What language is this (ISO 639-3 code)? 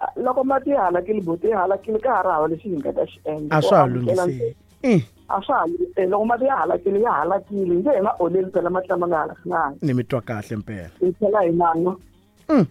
tso